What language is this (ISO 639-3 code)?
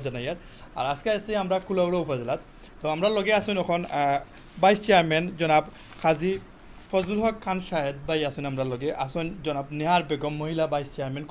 syl